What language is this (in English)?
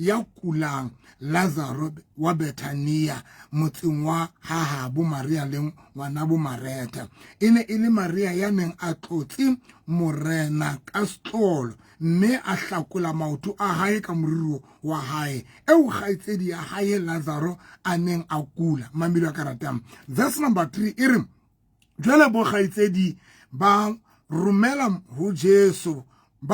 Southern Sotho